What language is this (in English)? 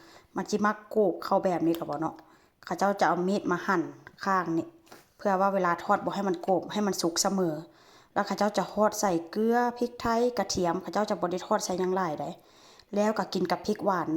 Northeastern Thai